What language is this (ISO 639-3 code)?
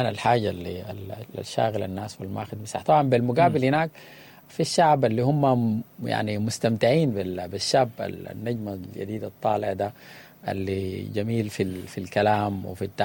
apd